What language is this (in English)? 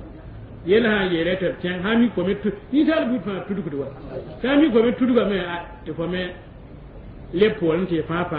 Mossi